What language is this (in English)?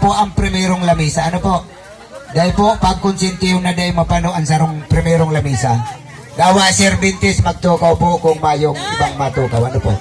Bikol